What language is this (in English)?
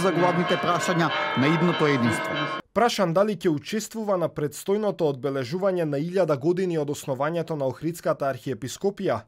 Macedonian